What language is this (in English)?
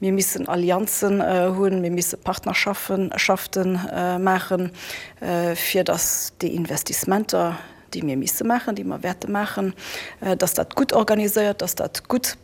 Luxembourgish